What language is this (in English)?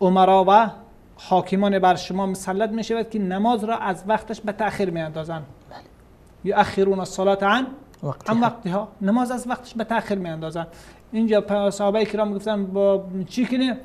Persian